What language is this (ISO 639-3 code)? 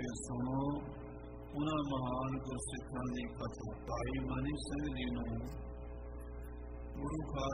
pan